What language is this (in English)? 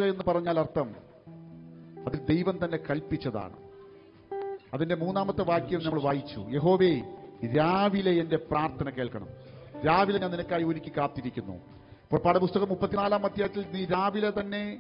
Malayalam